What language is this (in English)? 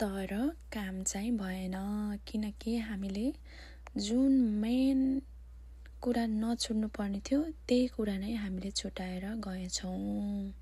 Nepali